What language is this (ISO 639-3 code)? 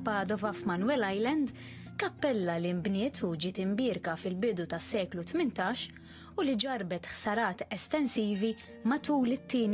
mlt